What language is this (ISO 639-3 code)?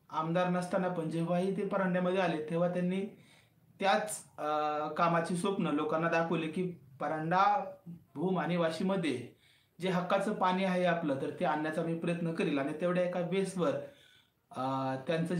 mar